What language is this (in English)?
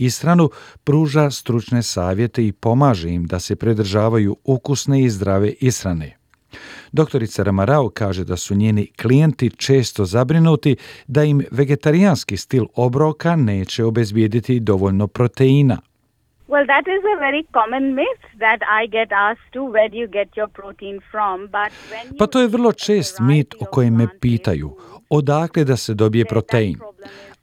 Croatian